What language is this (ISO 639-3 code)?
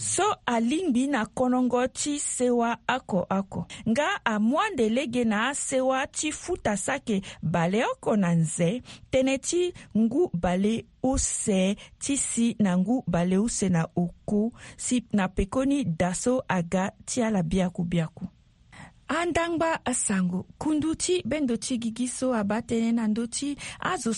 sag